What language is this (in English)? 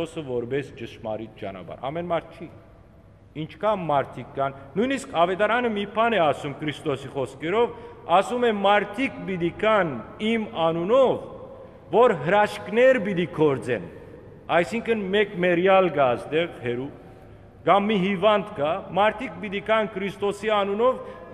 Western Armenian